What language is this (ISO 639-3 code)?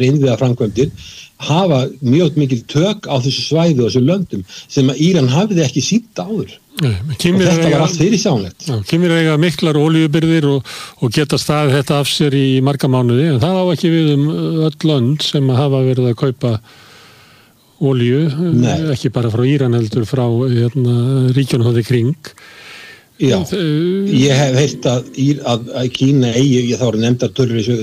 isl